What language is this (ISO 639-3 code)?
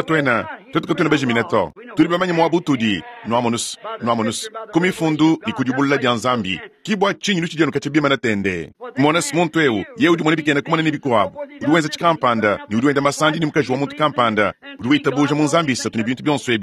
lua